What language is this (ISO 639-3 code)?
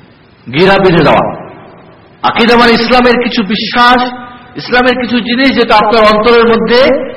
ben